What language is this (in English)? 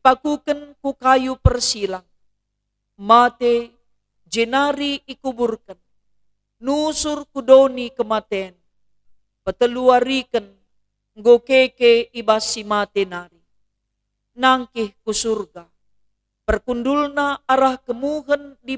Batak Karo